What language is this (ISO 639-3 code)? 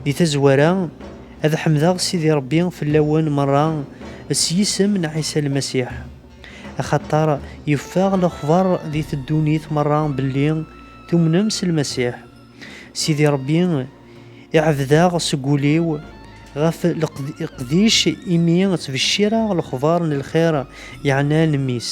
kab